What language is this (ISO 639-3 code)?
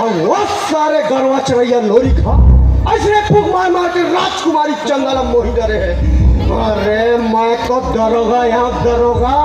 hne